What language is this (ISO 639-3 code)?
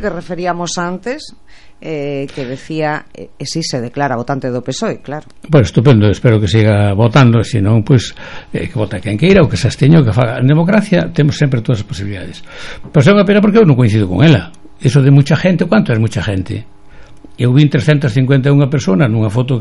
glg